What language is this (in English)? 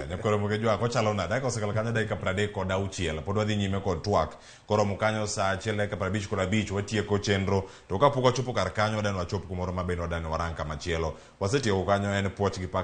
Luo (Kenya and Tanzania)